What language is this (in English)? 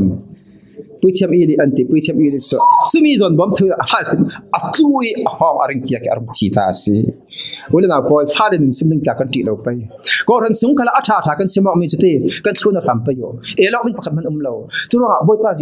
Falam Chin